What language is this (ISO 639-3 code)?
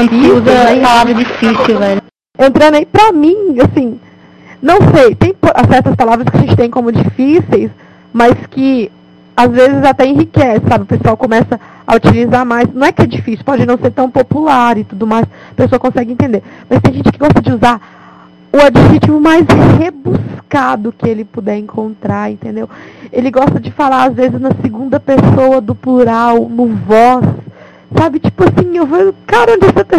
por